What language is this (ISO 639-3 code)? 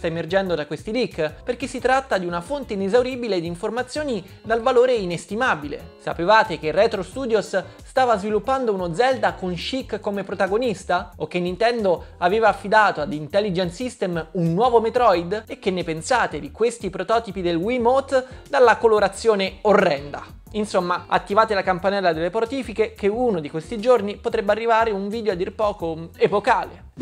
ita